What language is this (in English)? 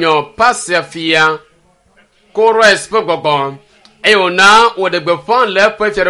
Ewe